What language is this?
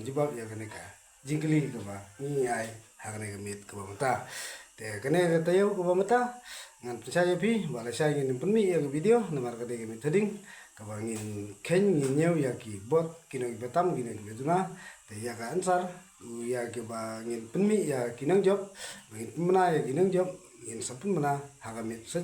Khasi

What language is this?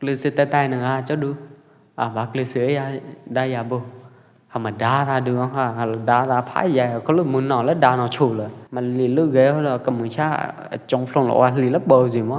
Pwo Eastern Karen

